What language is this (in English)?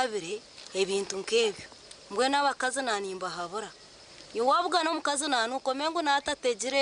Nyankole